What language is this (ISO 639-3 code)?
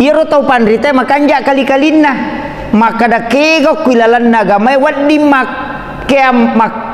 bug